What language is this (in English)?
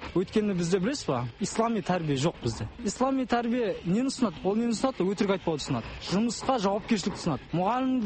Kazakh